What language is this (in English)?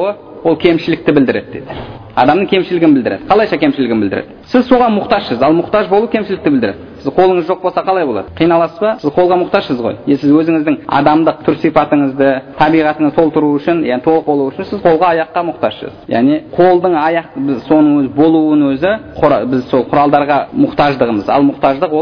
Kazakh